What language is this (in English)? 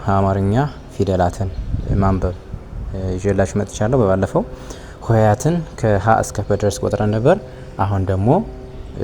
Amharic